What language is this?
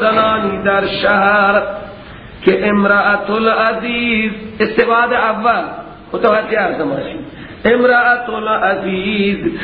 Persian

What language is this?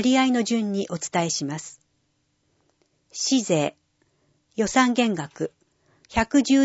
Japanese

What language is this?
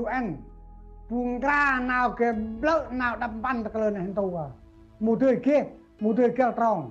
Central Mnong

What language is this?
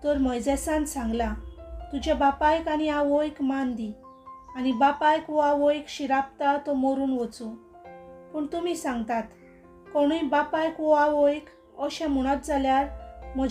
Konkani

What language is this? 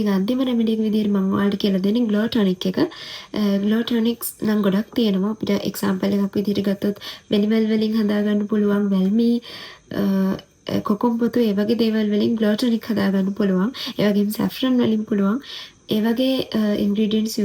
Sinhala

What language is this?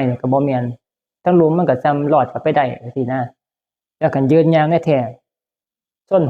Northeastern Thai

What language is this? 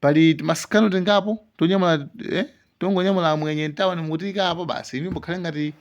Nyanja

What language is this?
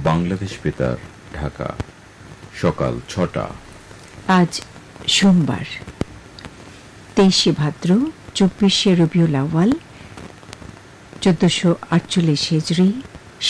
Bangla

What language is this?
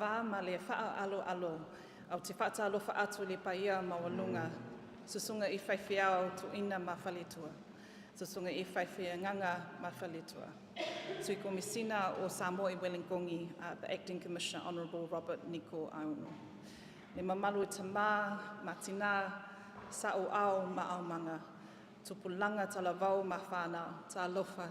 Samoan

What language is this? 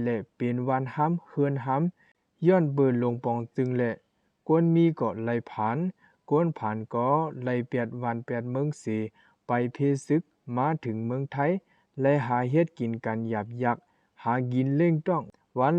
Shan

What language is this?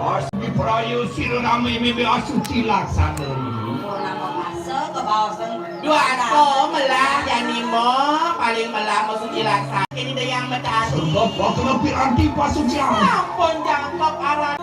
Balinese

